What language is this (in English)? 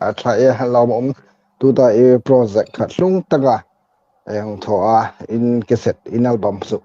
Hmar